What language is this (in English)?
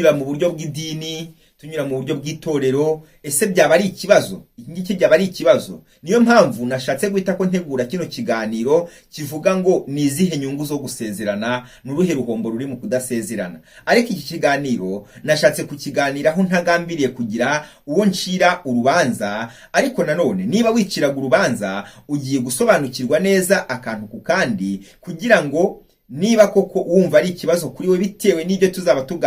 Kinyarwanda